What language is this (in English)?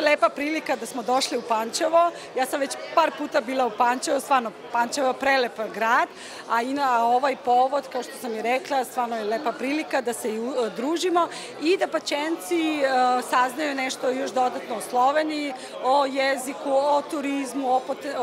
Serbian